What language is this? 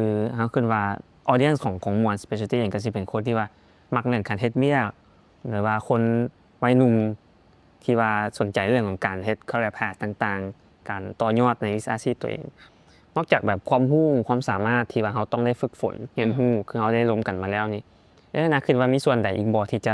Lao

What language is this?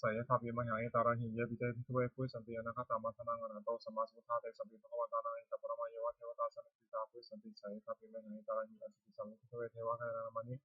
Pali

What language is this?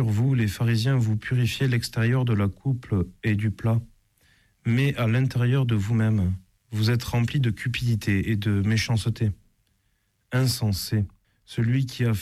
French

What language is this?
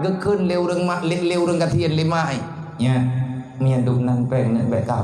Achinese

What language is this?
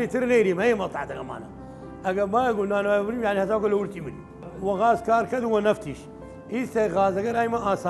Southern Kurdish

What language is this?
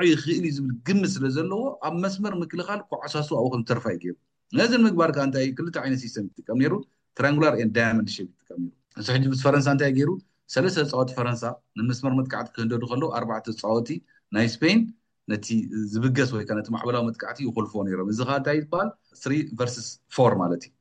Tigrinya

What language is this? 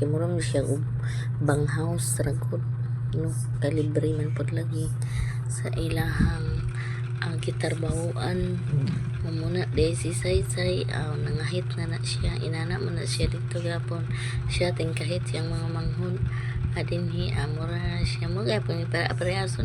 Cebuano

